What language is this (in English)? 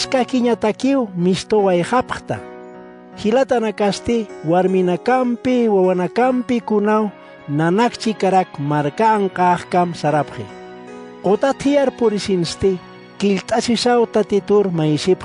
Aymara